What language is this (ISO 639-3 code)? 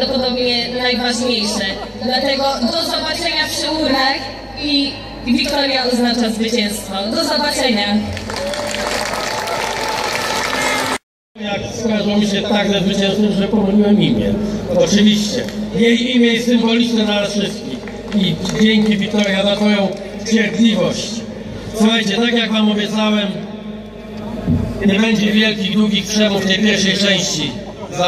pol